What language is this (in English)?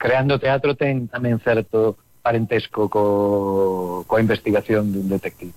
Galician